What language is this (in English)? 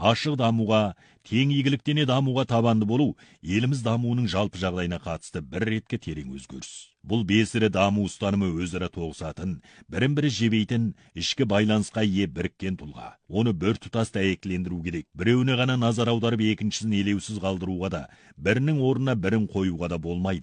Kazakh